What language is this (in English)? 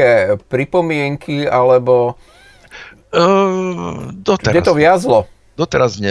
Slovak